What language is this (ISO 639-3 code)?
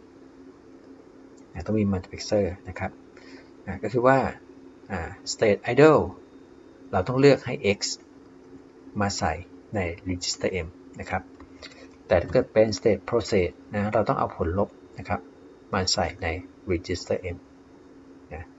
tha